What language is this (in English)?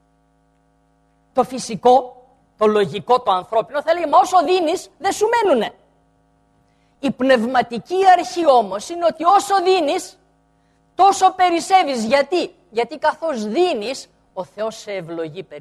Greek